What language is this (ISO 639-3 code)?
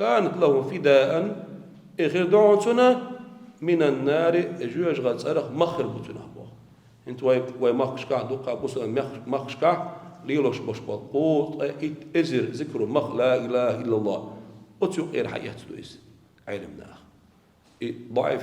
che